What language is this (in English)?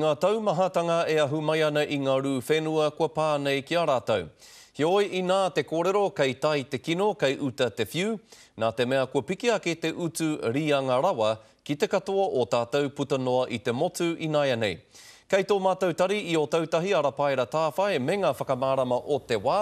Māori